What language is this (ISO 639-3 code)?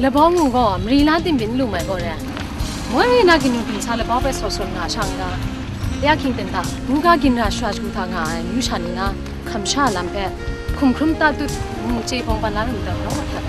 kac